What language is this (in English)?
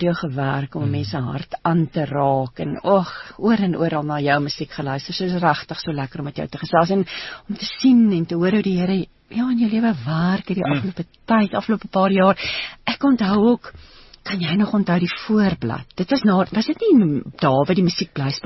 Afrikaans